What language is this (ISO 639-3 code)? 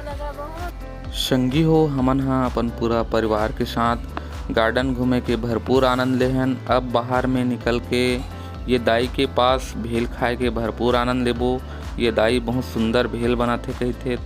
hne